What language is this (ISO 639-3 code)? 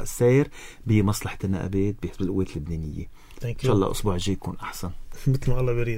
apc